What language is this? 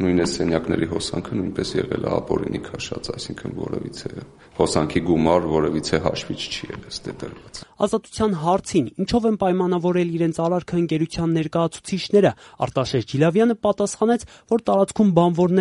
Armenian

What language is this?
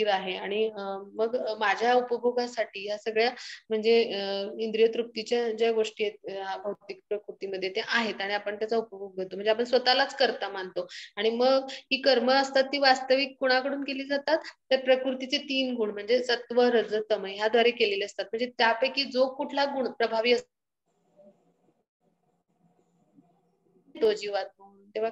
Marathi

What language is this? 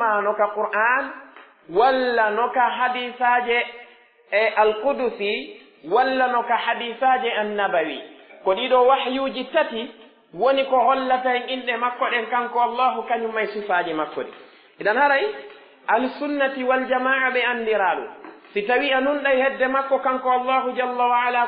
Pular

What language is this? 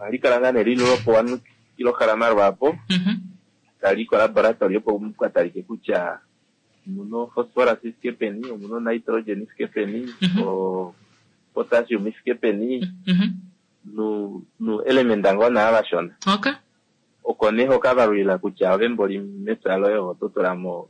Kuanyama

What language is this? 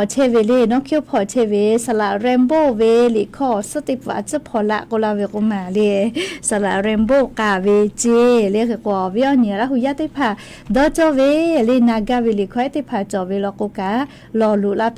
Lahu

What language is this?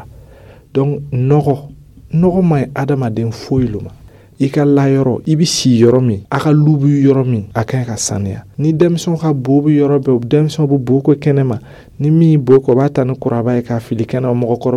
Dyula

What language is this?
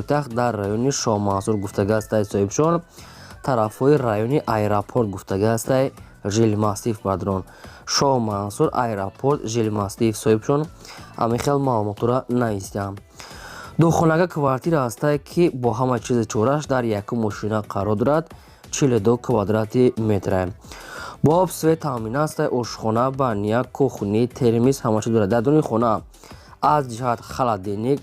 Tajik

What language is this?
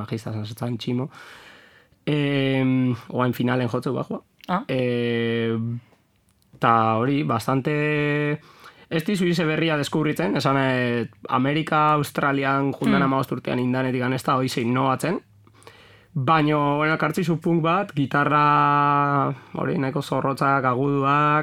Basque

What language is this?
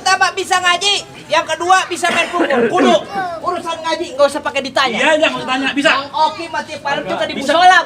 Betawi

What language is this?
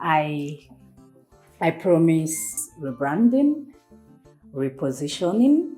Nigerian Pidgin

